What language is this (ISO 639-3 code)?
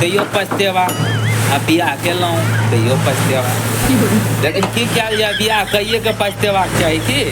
mai